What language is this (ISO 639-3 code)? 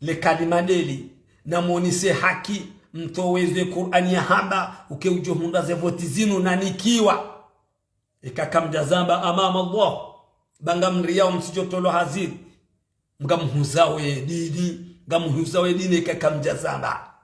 zdj